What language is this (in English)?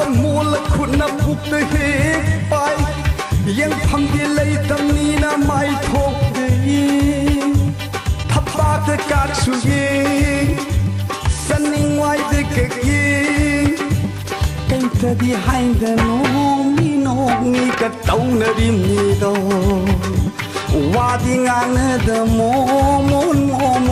Manipuri